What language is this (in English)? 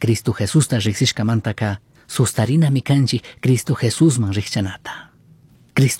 Chimborazo Highland Quichua